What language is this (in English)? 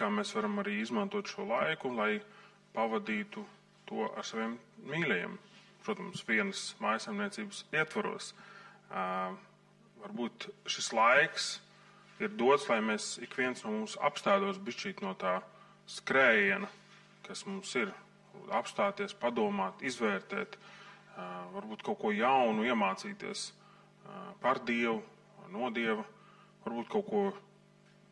Latvian